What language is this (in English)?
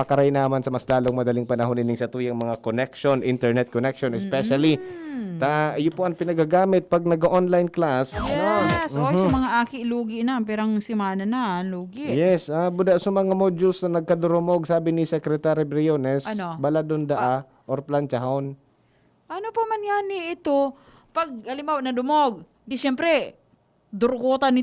Bikol